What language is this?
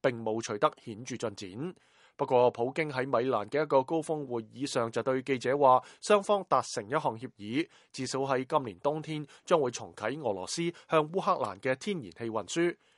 Cantonese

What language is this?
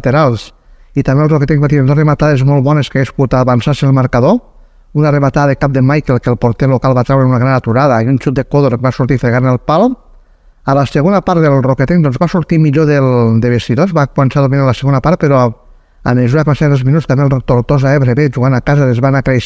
Catalan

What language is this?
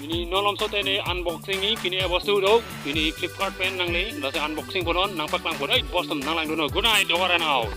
Karbi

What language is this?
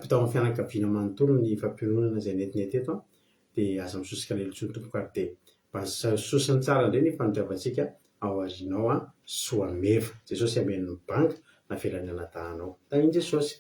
Malagasy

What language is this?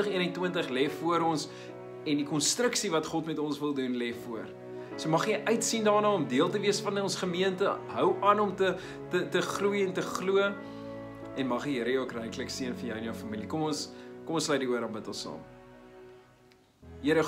Afrikaans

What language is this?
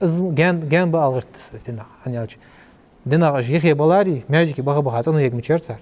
Ingush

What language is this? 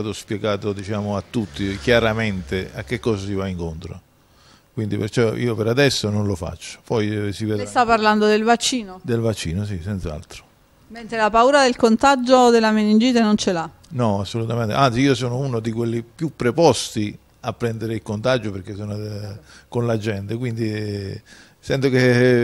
Italian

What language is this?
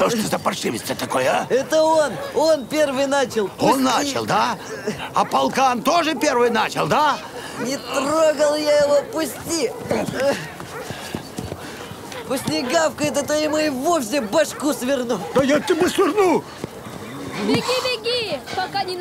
Russian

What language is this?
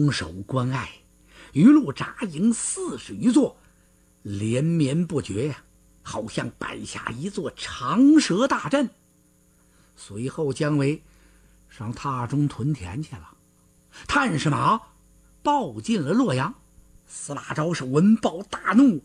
Chinese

